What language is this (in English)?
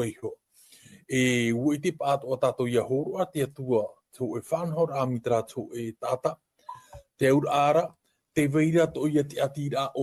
Tahitian